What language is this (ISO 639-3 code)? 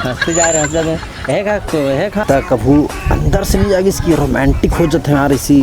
hne